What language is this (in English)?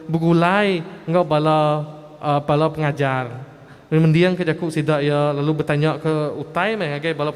Iban